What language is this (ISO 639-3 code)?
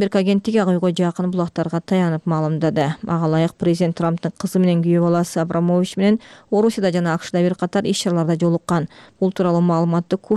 kir